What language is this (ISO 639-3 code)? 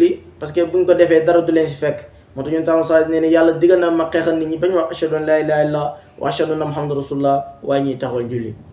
wol